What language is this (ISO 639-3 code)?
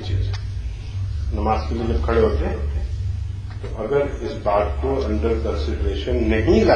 urd